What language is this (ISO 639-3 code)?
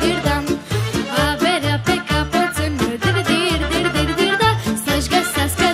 ron